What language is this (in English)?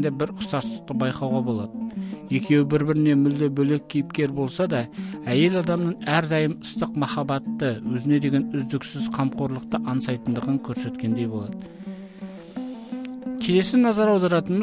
Kazakh